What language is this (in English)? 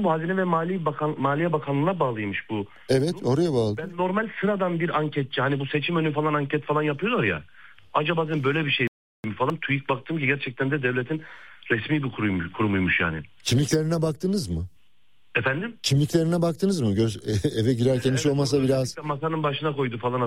Turkish